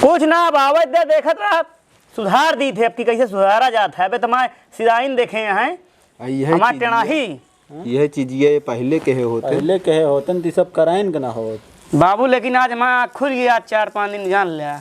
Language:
Awadhi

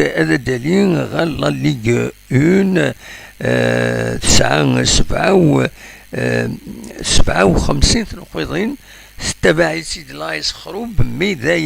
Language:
Kabyle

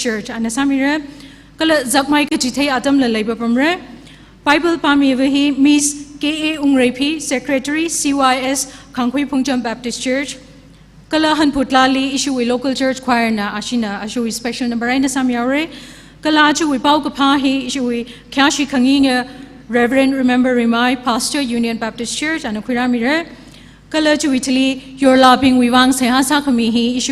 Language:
Tangkhul Naga (India)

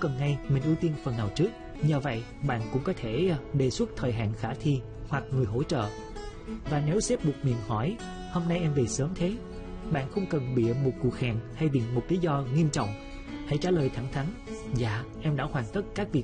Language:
Vietnamese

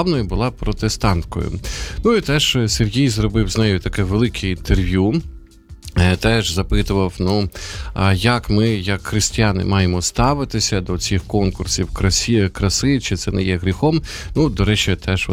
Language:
Ukrainian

